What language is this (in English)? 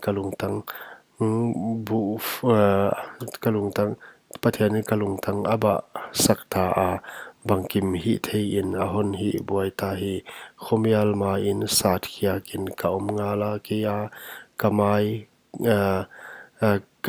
Paite Chin